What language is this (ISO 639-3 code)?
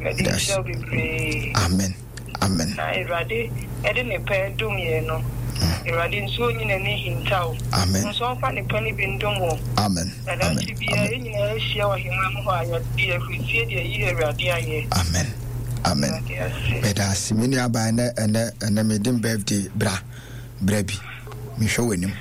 aka